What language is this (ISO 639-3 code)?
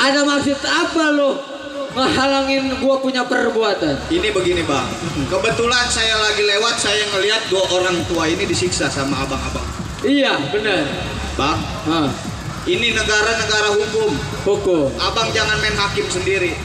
bew